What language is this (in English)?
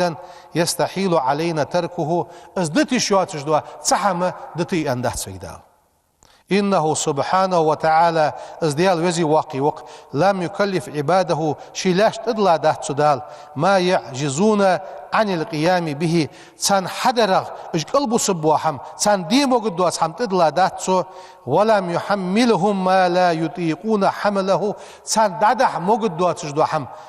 Ingush